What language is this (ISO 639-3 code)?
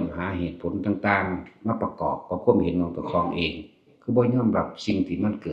tts